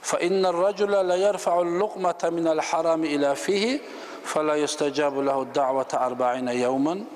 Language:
Kumyk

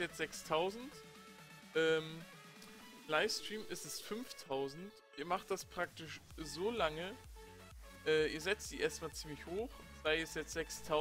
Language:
German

